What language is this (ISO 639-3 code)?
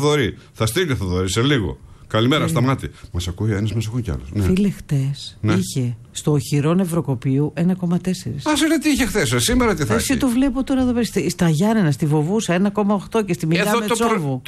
ell